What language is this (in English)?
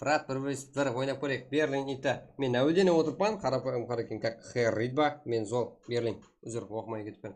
Kara-Kalpak